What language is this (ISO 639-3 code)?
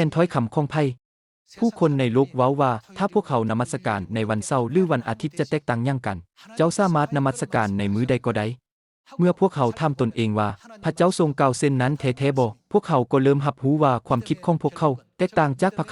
lao